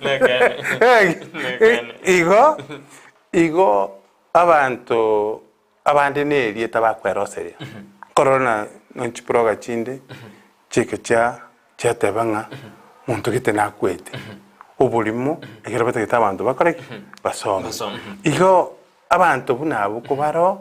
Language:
Gusii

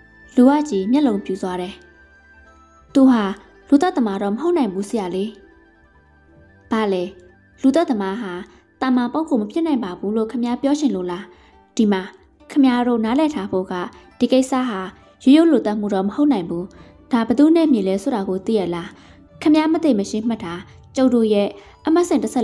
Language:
Burmese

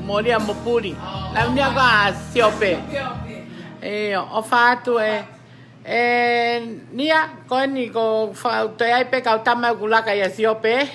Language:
Tongan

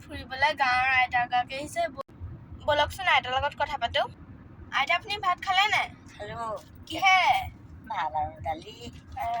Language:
Assamese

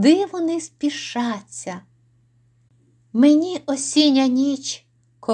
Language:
Ukrainian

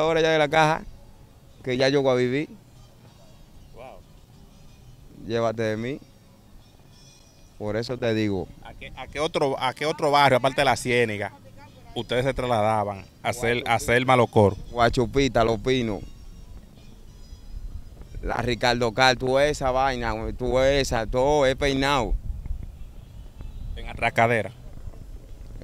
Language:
Spanish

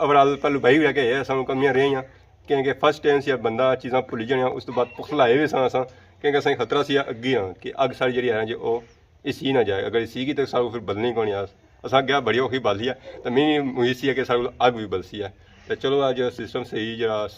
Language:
Pahari-Potwari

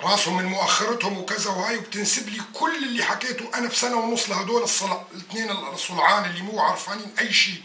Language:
North Levantine Arabic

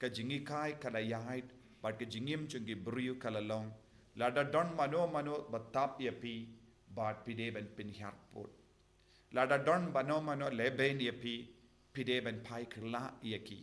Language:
Khasi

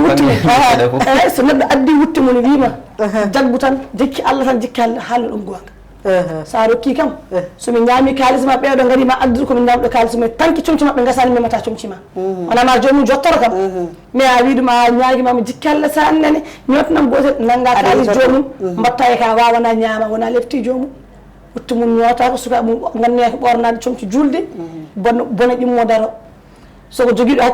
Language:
Fula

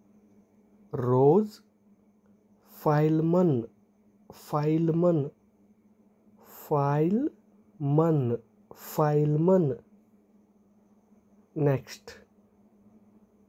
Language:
Kannada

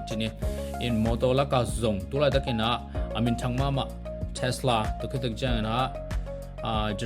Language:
Tedim Chin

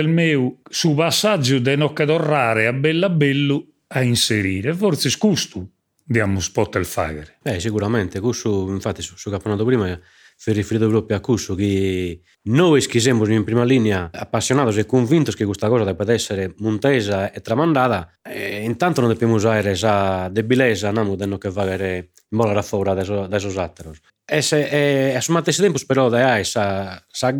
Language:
Sardinian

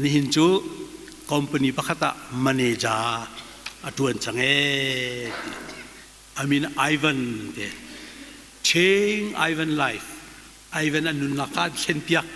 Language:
Hakha Chin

